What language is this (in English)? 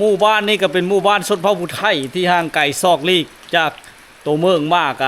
Lao